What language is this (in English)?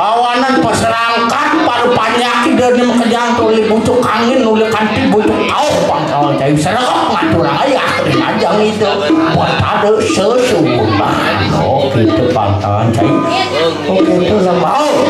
Balinese